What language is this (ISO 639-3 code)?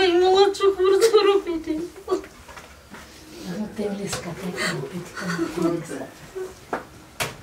bul